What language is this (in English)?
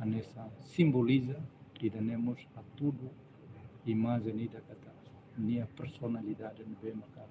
Tetum